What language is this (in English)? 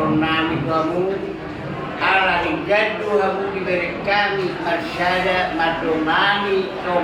Batak Toba